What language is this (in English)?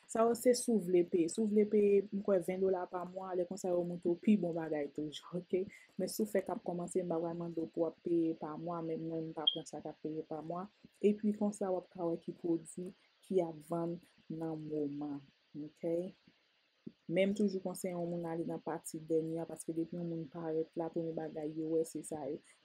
Haitian Creole